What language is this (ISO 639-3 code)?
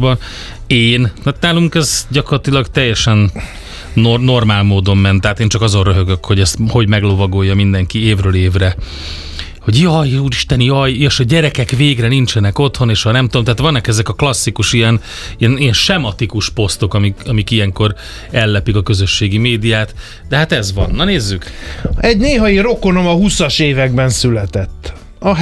hun